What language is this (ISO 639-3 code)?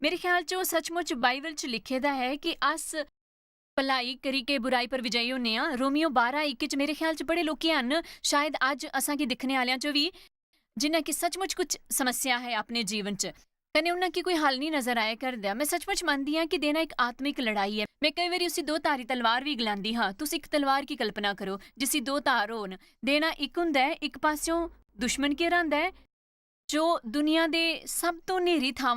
doi